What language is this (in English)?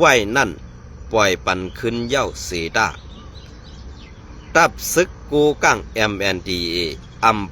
Shan